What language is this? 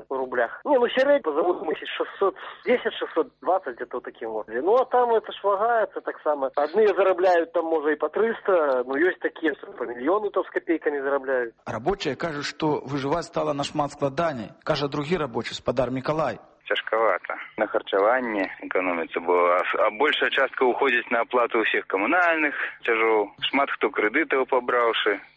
Belarusian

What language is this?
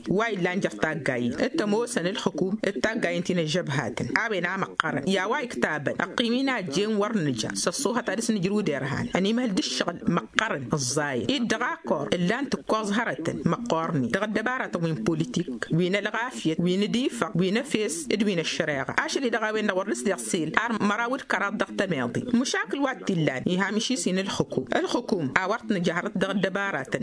Tamasheq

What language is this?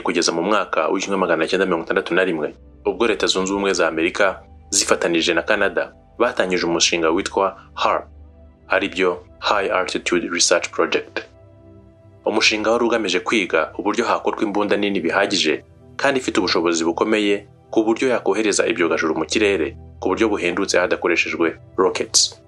Kinyarwanda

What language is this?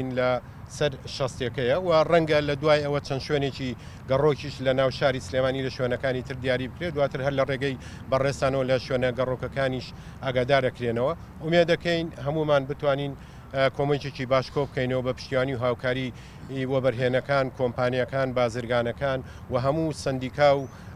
Central Kurdish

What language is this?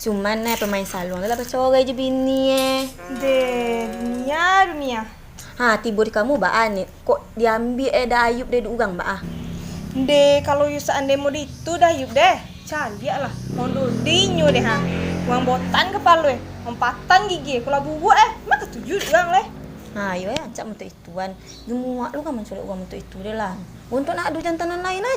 Minangkabau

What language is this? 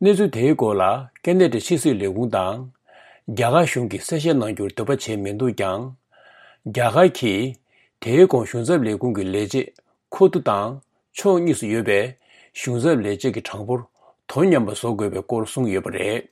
Tibetan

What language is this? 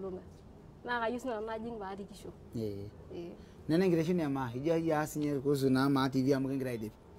Masai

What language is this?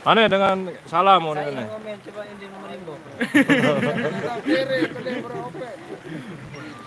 Sasak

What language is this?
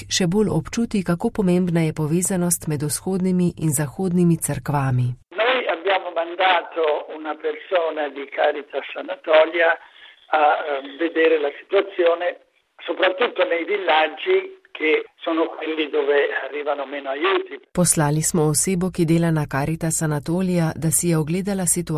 Slovenian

